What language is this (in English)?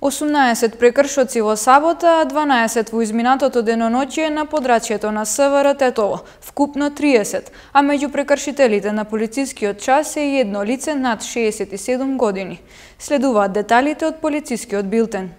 Macedonian